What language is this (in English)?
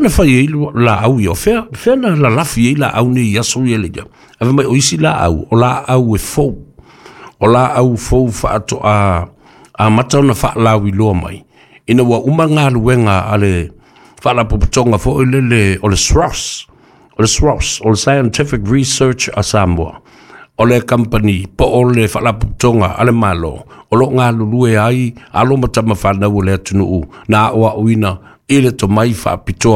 Samoan